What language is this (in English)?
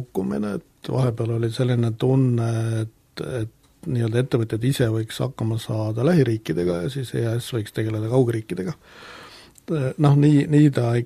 Estonian